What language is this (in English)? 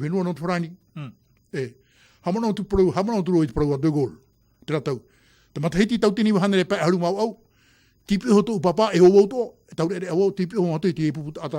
Tahitian